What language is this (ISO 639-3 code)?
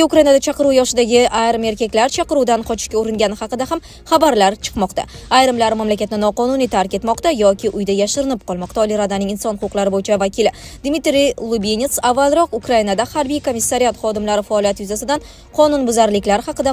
uzb